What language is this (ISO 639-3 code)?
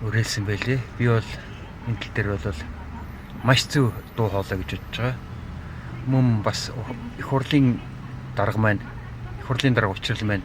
mon